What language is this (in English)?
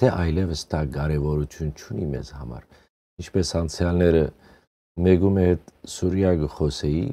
Western Armenian